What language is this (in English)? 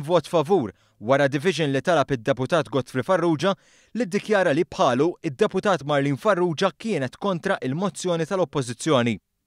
Maltese